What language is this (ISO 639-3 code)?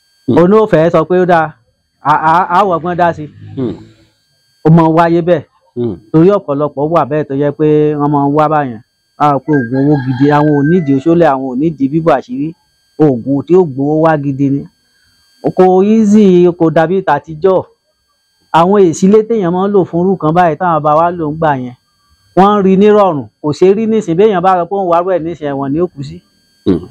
yor